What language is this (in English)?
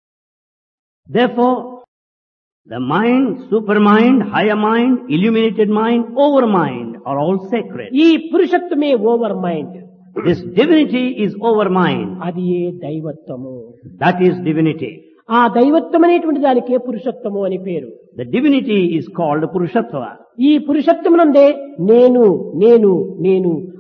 Telugu